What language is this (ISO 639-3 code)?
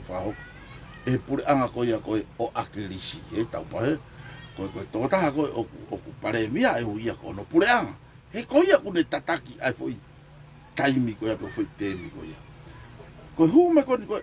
ton